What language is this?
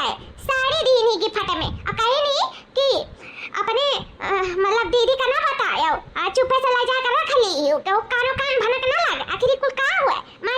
Awadhi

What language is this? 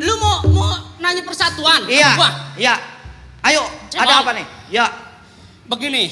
Betawi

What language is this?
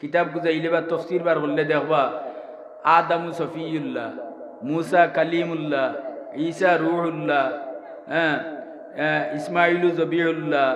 Sylheti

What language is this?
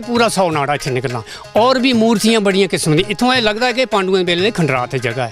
Dogri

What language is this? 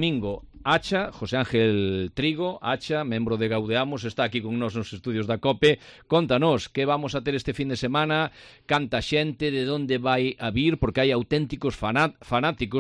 Galician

